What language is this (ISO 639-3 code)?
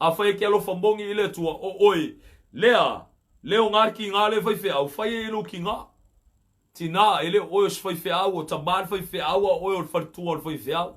smo